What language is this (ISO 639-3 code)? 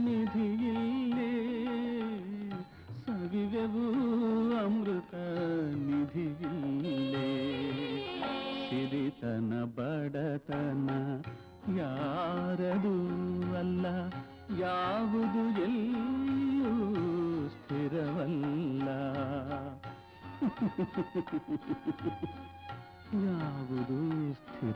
kan